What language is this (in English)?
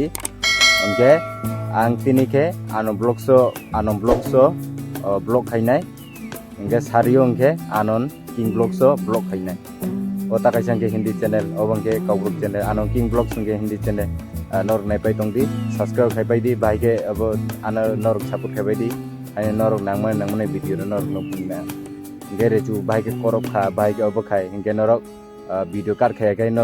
Kok Borok